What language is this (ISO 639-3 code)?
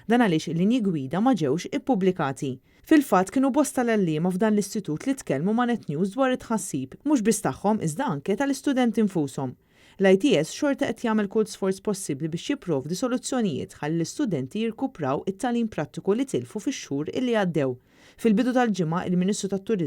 mlt